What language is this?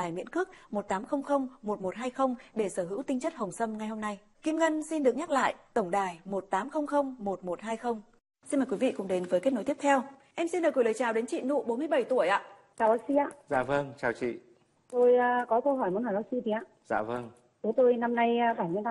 Vietnamese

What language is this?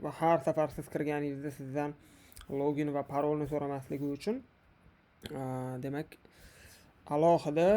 Uzbek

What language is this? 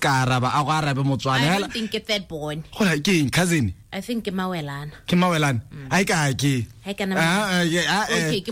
Tswana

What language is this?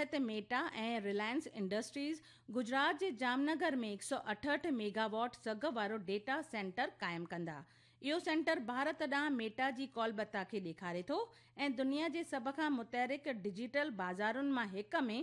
Sindhi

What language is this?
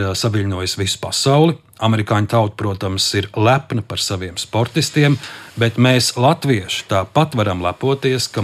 Latvian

